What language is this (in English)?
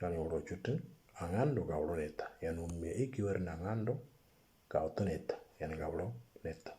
Moro